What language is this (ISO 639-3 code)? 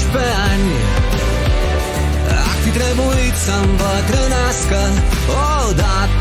ron